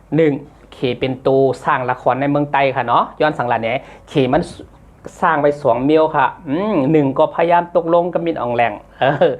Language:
Shan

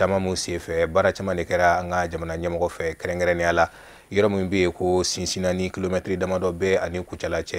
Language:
Bambara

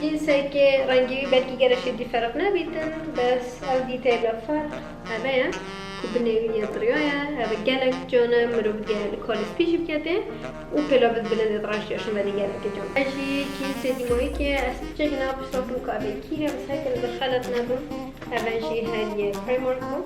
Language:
Kurdish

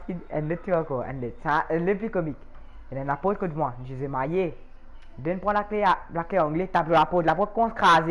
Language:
Morisyen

